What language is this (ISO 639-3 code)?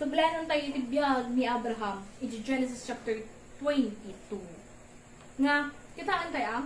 ilo